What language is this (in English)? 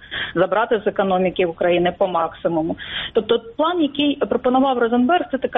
Ukrainian